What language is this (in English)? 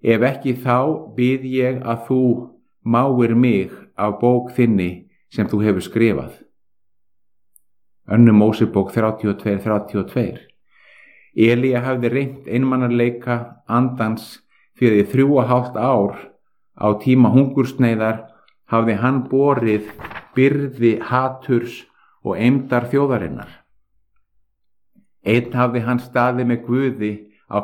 Icelandic